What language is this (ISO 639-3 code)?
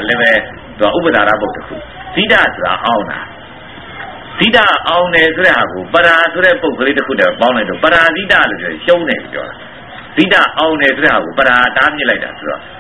mya